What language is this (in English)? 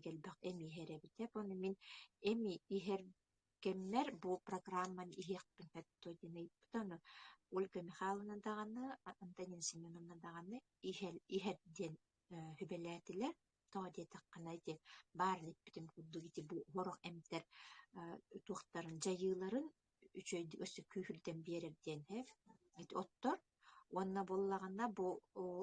Yakut